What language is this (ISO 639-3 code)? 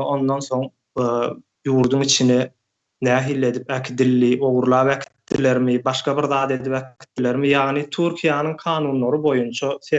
tuk